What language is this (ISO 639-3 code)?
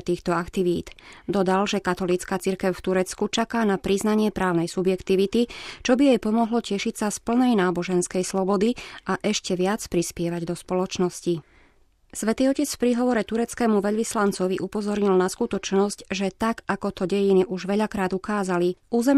slk